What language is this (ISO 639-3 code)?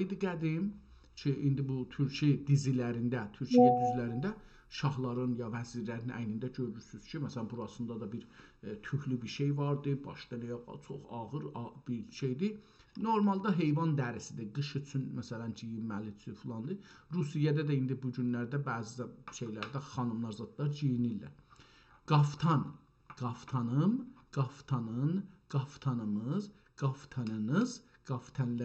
azb